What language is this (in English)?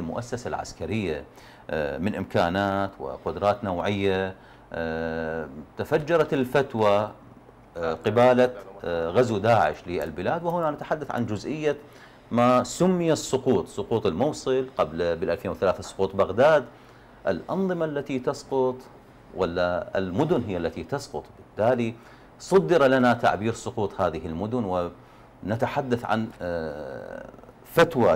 Arabic